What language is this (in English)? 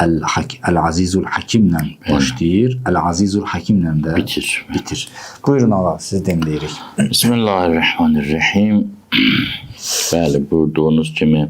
Azerbaijani